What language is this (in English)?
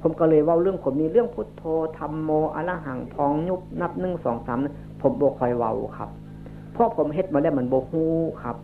Northeastern Thai